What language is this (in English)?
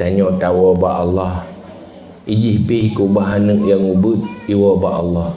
Achinese